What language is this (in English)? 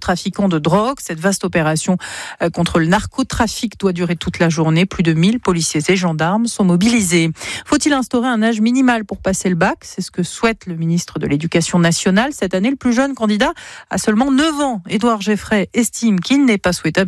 French